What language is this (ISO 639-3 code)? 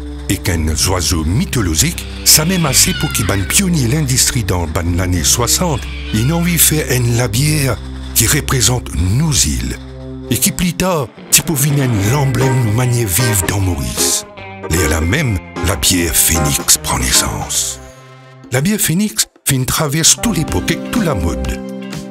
mfe